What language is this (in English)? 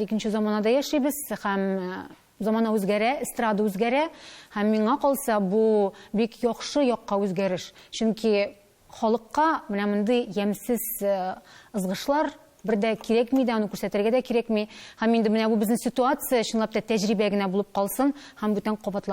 Tatar